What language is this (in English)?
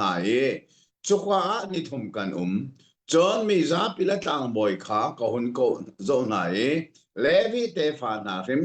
Hakha Chin